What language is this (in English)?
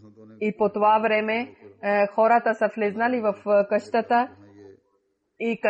Bulgarian